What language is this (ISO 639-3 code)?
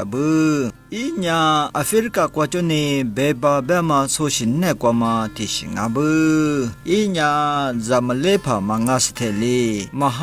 lis